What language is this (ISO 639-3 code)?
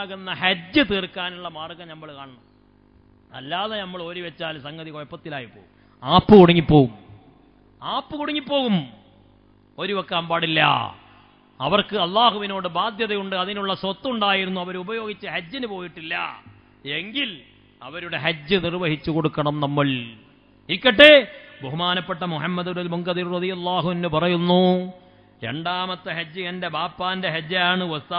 mal